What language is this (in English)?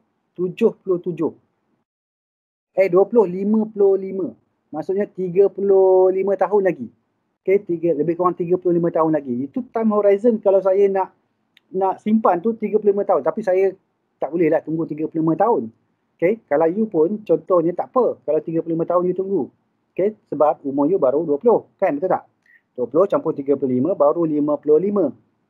Malay